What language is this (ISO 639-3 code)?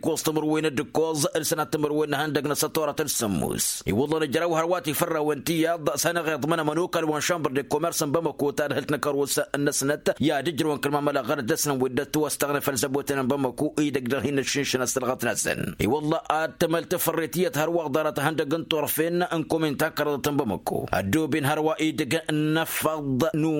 taq